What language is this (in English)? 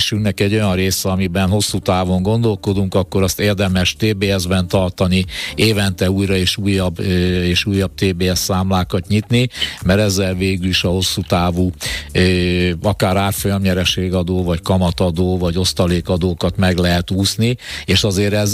Hungarian